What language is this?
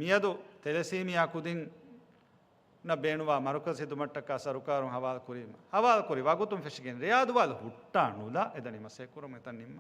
Divehi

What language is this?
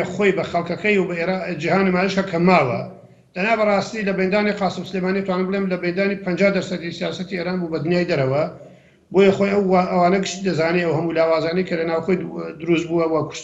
Central Kurdish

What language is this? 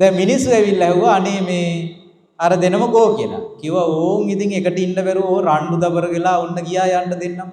Sinhala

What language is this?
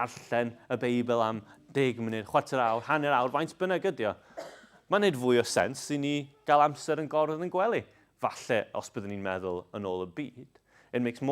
Welsh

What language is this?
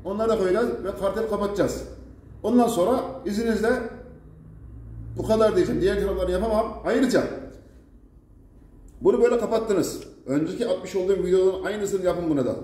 Turkish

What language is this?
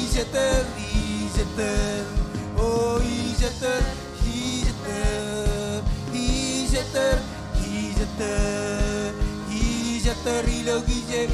Marshallese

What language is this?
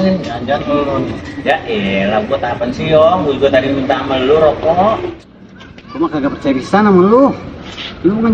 Betawi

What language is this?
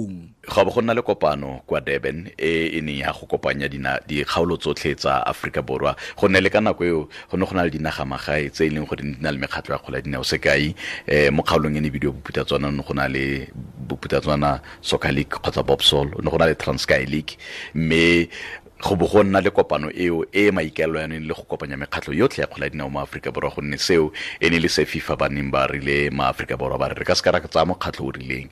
Tswana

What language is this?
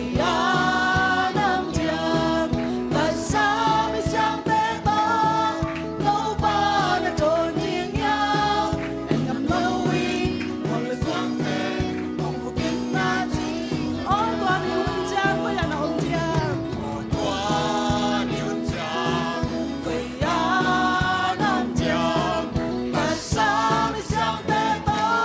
Tedim Chin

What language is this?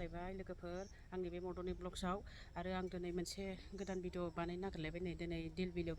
Bodo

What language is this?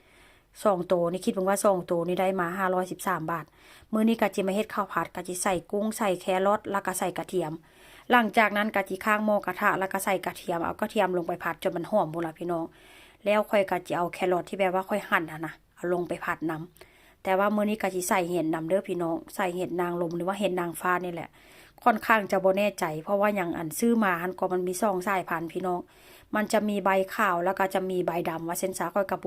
Lao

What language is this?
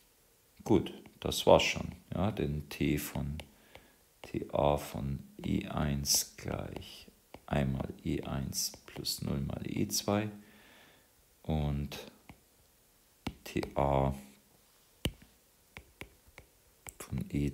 German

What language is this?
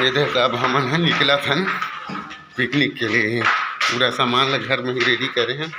Chhattisgarhi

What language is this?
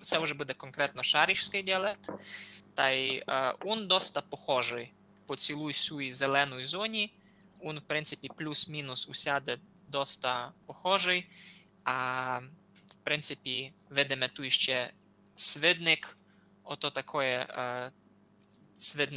Rusyn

